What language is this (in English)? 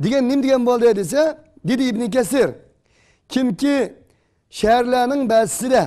Uyghur